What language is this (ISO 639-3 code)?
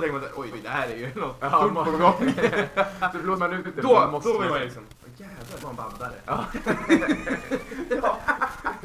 swe